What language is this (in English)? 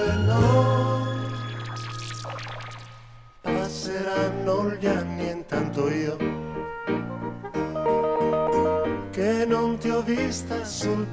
Italian